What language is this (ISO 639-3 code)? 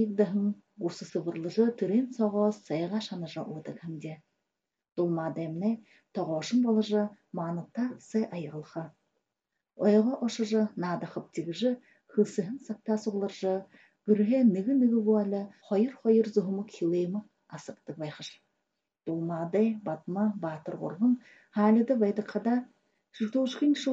bua